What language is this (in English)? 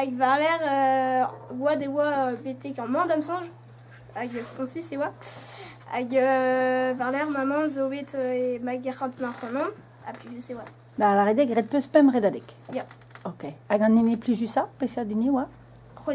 Breton